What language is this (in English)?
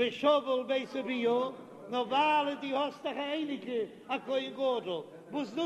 Yiddish